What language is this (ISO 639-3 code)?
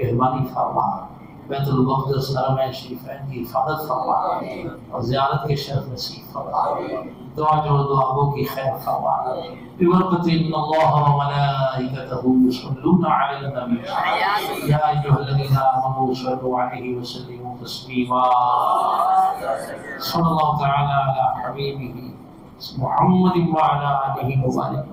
urd